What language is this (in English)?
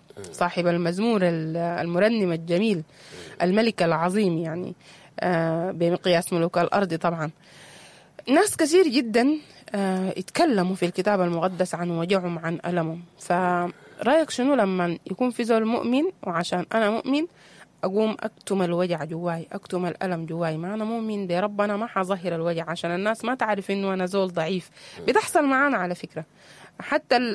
Sudanese Arabic